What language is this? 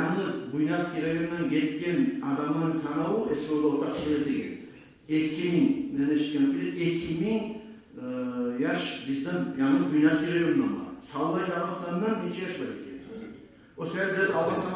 Kumyk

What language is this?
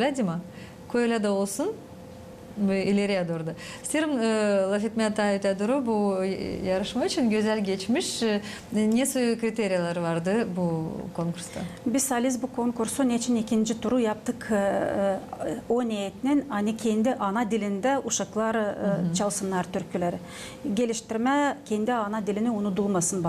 Gagauz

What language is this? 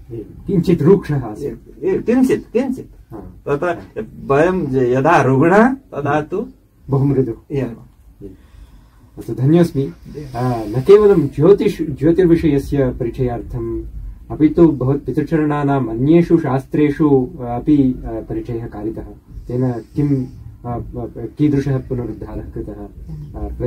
Sanskrit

